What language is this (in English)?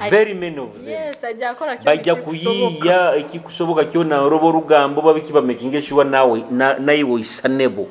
Nyoro